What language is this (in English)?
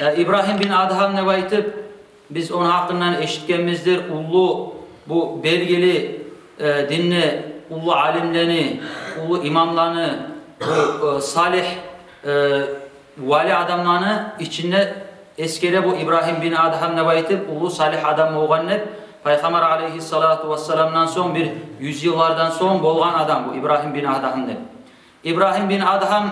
Kumyk